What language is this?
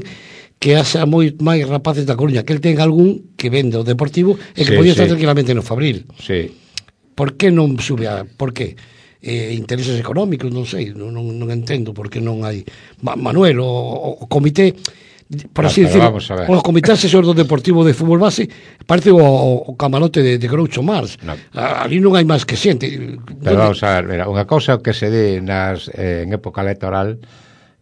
Galician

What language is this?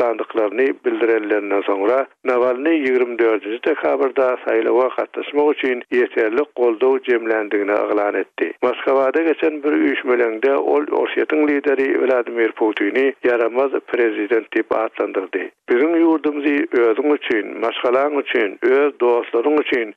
Turkmen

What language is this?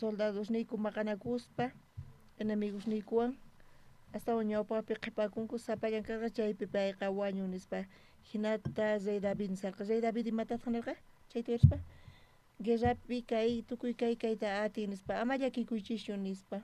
South Bolivian Quechua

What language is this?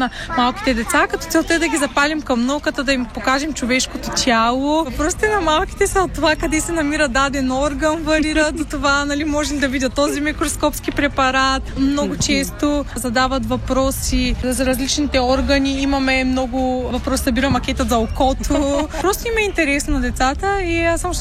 Bulgarian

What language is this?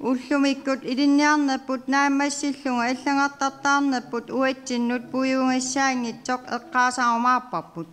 Kalaallisut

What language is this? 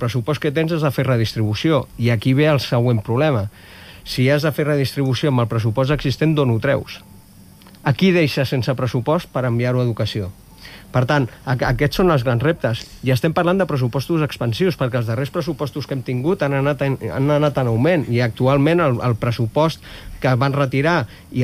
Catalan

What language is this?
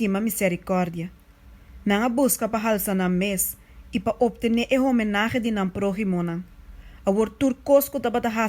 Papiamento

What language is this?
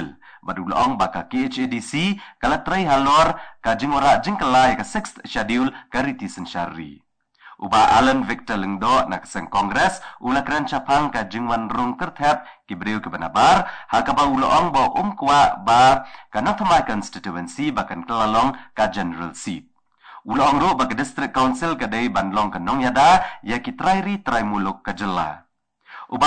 Khasi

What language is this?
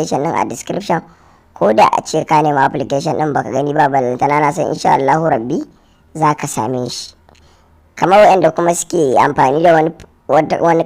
Hausa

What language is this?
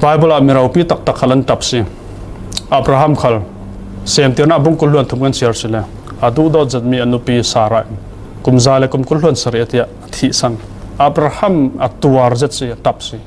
Falam Chin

